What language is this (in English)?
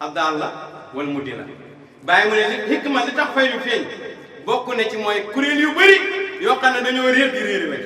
Wolof